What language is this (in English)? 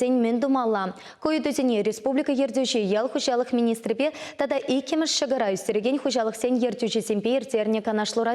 Chuvash